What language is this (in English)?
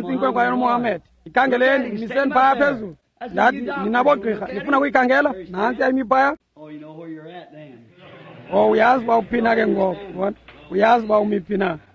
Xhosa